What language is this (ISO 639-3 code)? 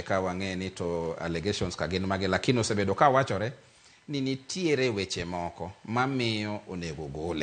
luo